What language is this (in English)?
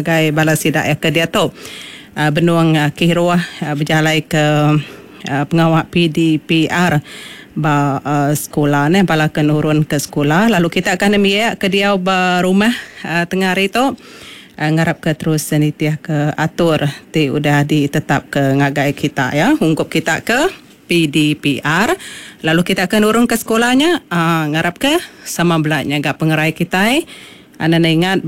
Iban